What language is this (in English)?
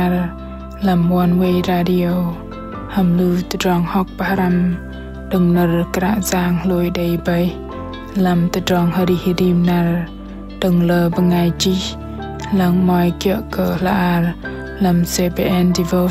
Bahnar